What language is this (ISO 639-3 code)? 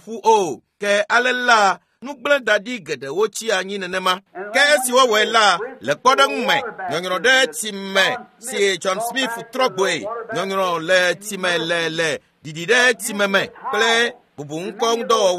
ewe